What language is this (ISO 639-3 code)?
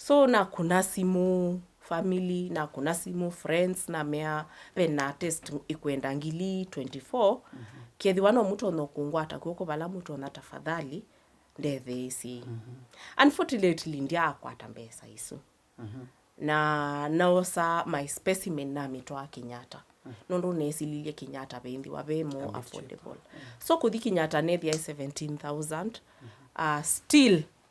kam